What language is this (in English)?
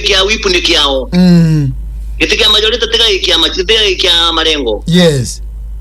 Meru